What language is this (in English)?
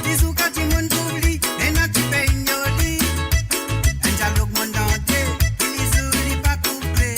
Morisyen